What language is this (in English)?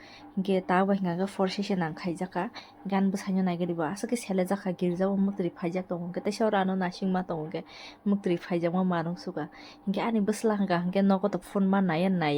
Kok Borok